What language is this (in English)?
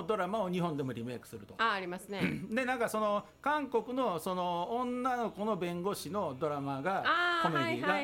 Japanese